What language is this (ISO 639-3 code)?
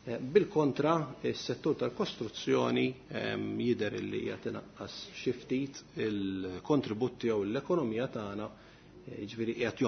mlt